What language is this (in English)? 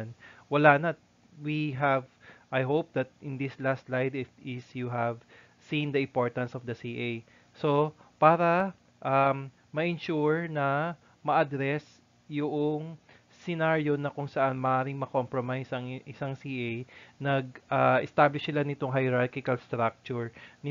Filipino